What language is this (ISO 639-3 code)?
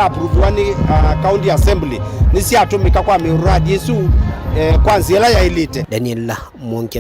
kam